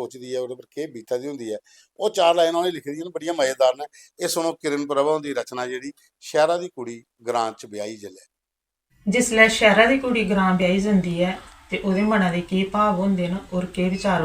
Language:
Dogri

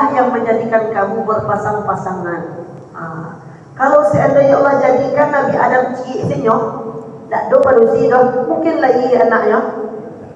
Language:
Minangkabau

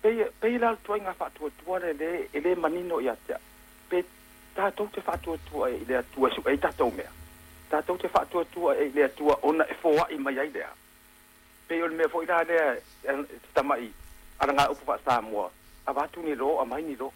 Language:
Samoan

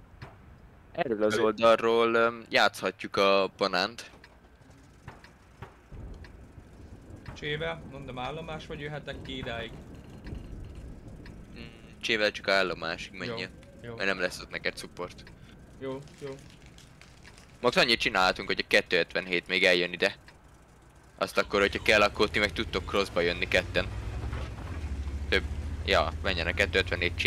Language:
Hungarian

